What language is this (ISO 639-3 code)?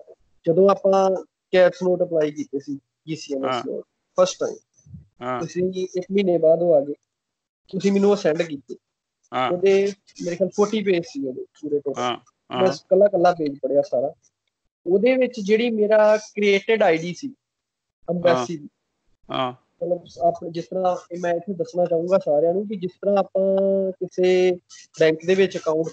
pan